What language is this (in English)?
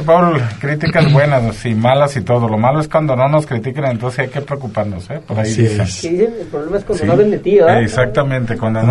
Spanish